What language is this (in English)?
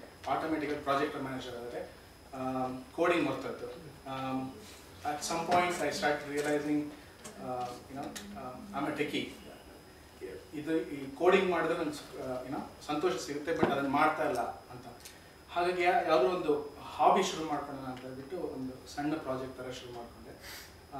Kannada